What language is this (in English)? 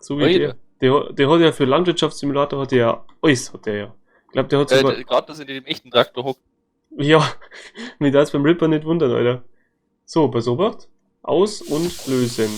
Bavarian